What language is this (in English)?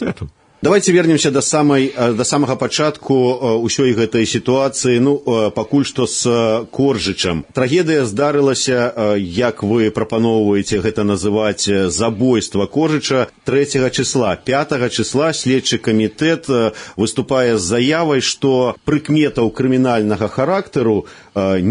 Belarusian